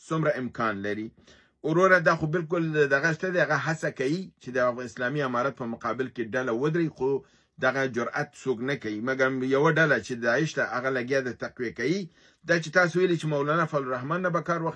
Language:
Pashto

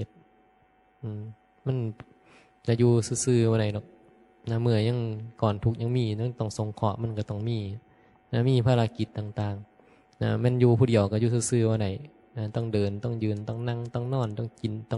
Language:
Northeastern Thai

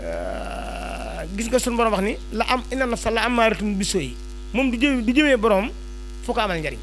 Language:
Wolof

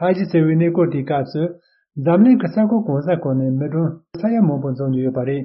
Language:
Tibetan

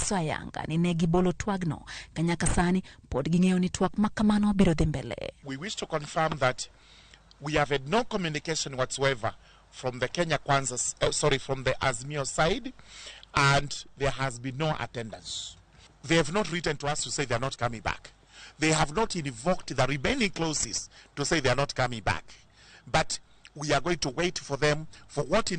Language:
Luo (Kenya and Tanzania)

